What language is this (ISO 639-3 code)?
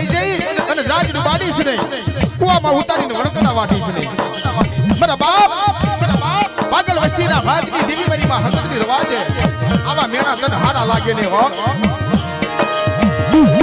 guj